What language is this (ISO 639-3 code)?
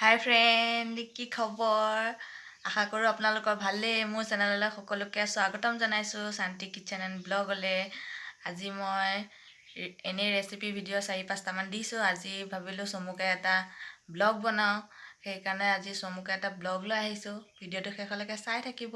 asm